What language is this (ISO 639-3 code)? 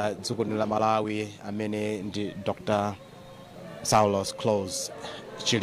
nya